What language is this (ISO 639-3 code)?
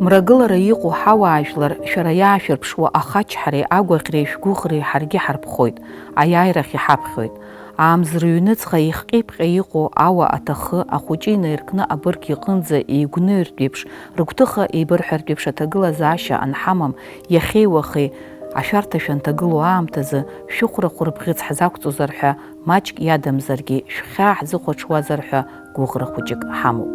abk